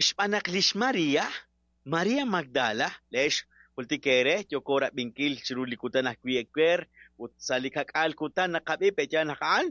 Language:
Kekchí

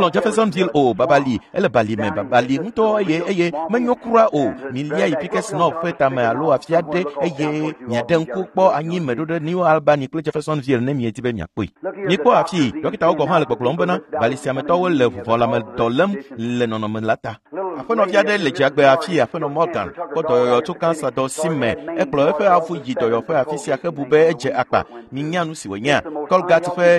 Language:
Ewe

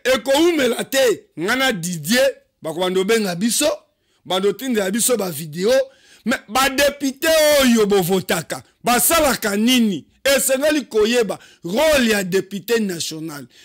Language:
Lingala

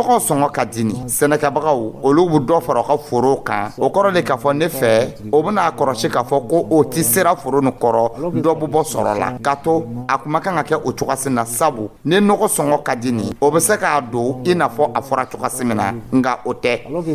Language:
Dyula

